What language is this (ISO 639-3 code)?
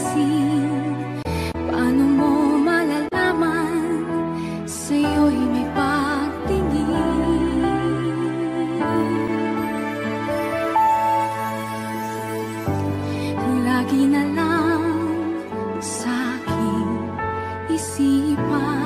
fil